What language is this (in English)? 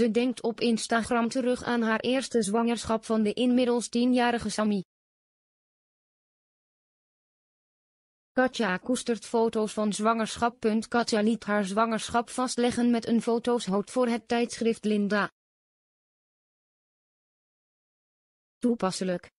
Dutch